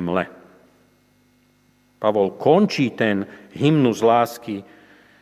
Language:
Slovak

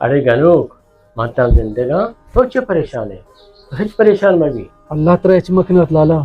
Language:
Baluchi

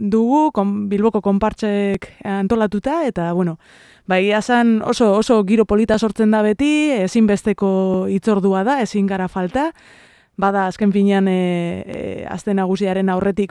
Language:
Basque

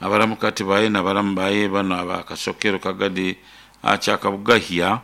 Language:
Nyoro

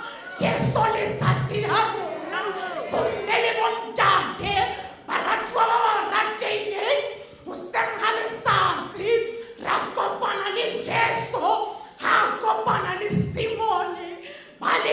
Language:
Southern Sotho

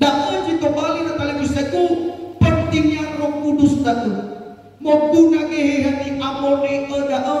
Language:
Nias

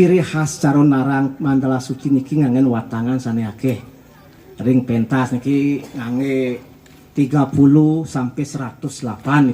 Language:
Balinese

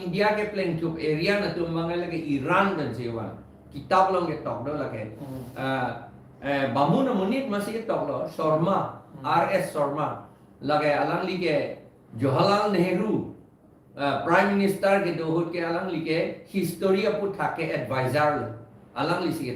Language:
Karbi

